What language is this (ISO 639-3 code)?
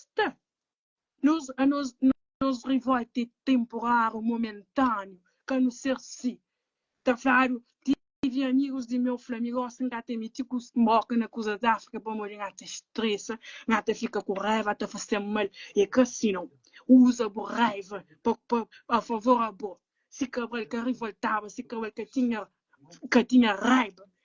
kea